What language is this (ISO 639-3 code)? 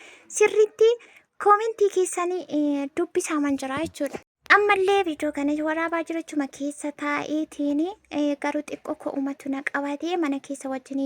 orm